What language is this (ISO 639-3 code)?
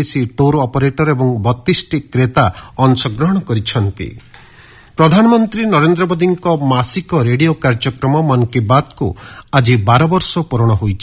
ori